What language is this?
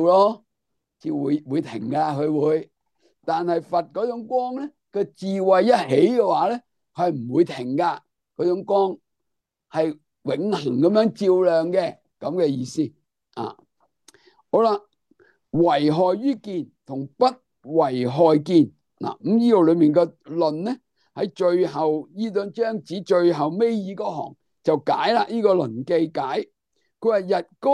Cantonese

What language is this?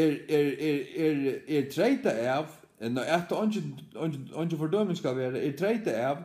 Faroese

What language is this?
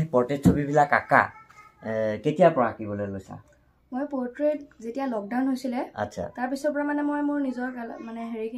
Assamese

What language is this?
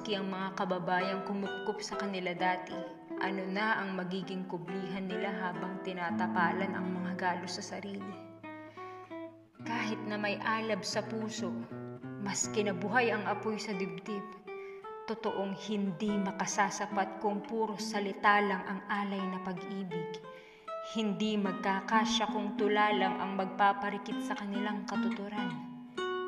Filipino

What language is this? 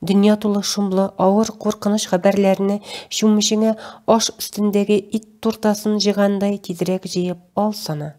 Tatar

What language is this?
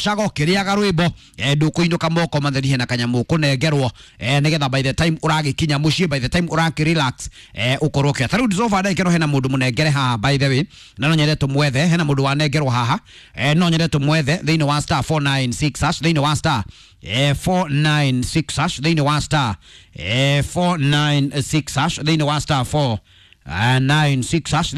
Kikuyu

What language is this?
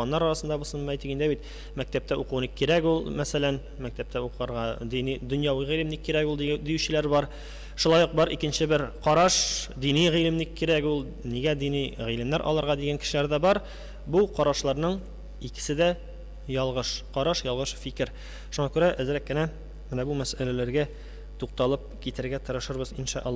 Tatar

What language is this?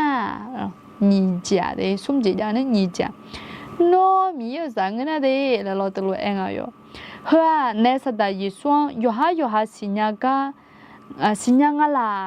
Akha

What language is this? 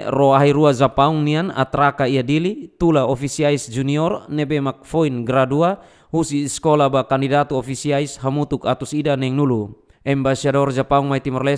Tetum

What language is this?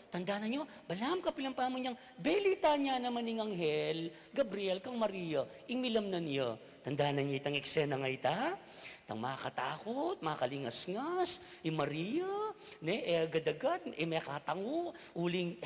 Pampanga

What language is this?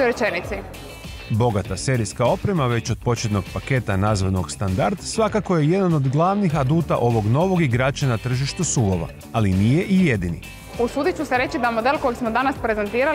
Croatian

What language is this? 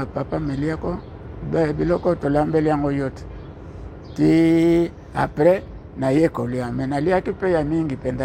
Lingala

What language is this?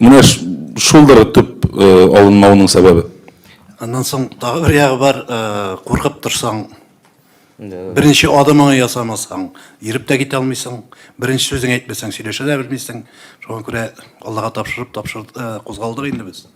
Tatar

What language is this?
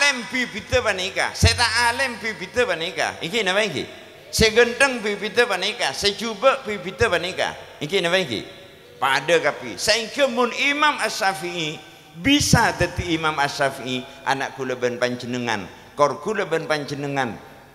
Madurese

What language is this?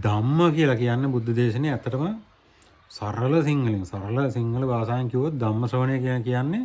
Sinhala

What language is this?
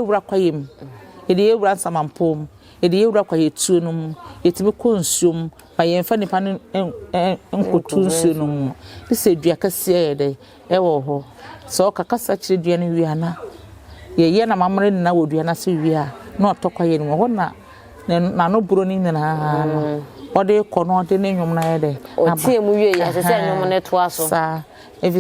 Akan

